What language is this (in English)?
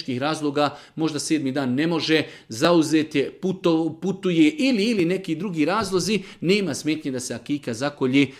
Serbian